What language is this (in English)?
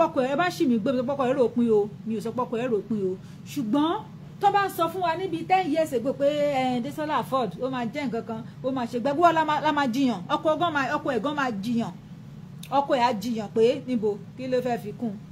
Yoruba